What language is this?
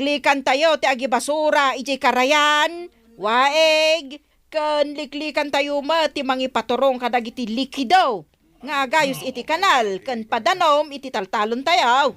Iloko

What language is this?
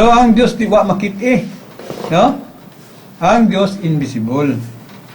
Cebuano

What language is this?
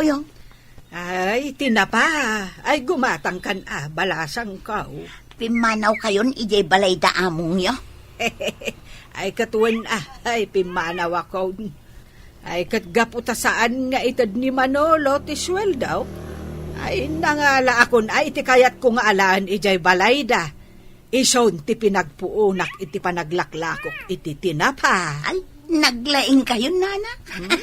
Iloko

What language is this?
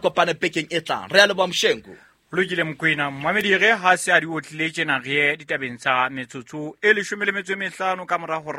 Southern Sotho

